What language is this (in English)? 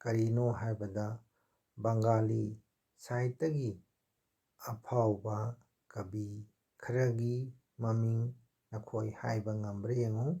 Manipuri